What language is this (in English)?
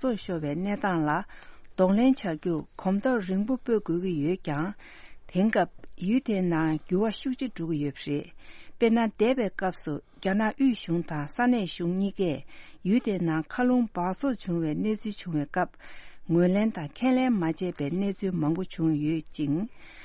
Tibetan